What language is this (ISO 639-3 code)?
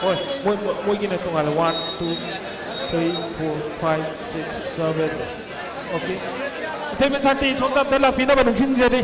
mni